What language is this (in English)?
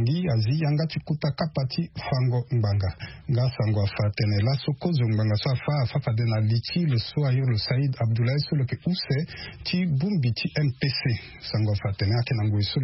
Sango